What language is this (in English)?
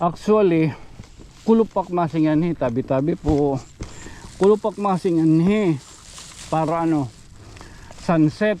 Waray